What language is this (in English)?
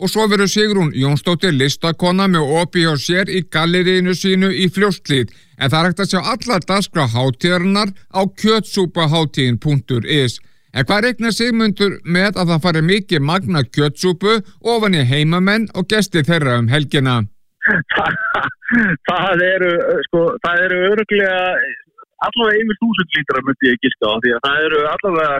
Icelandic